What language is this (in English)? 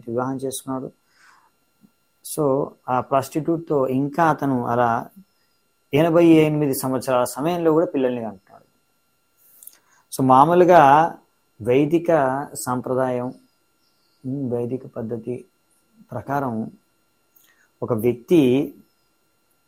Telugu